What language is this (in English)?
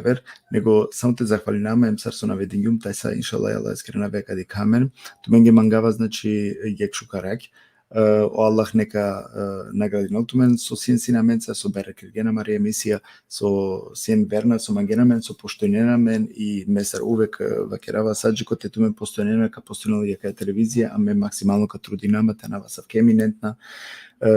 Balkan Romani